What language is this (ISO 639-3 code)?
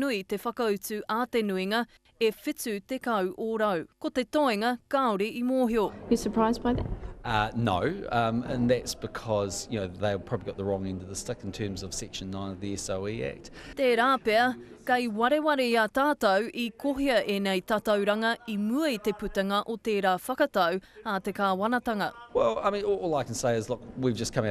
mri